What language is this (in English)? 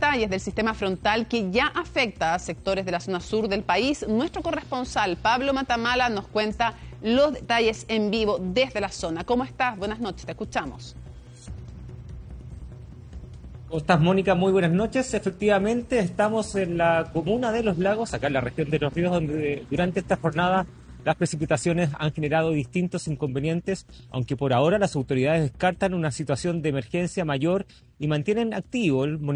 Spanish